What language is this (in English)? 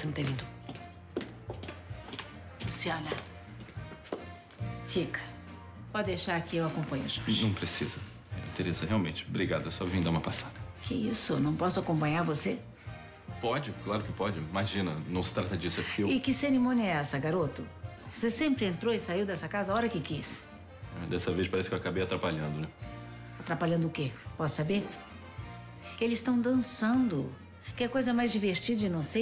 Portuguese